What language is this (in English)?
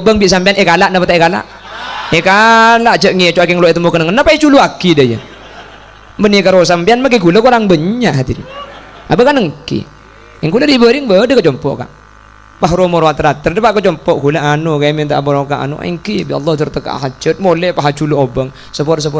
Madurese